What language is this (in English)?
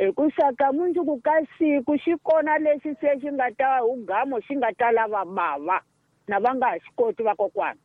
Tsonga